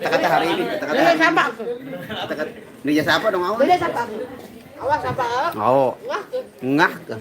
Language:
Sasak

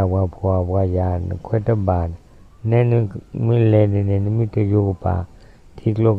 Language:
S'gaw Karen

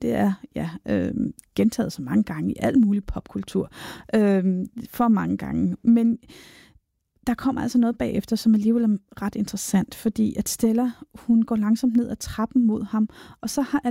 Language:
Danish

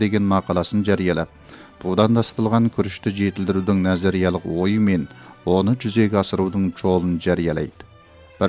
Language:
Kazakh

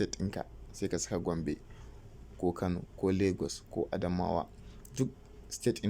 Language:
Hausa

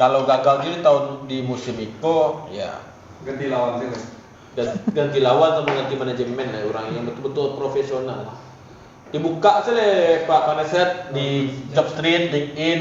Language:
Minangkabau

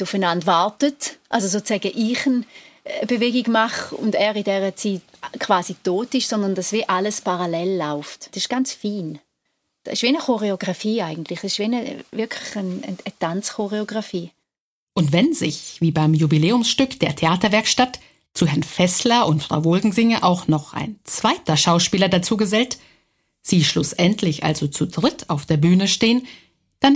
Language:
German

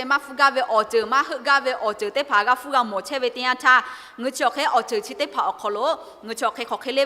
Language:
Lahu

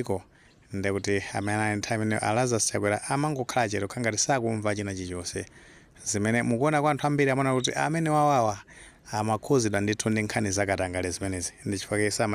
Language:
Nyanja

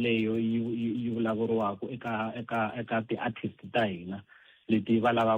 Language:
Tsonga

